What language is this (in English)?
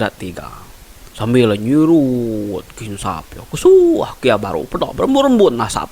Iban